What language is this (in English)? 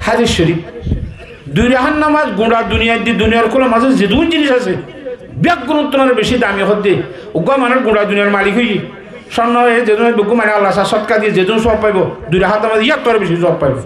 Rohingya